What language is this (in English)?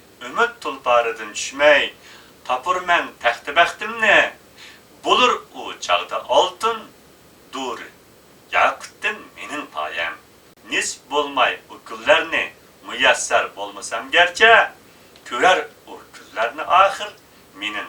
Uyghur